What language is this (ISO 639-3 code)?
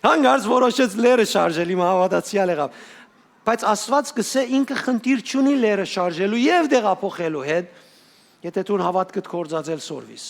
hyw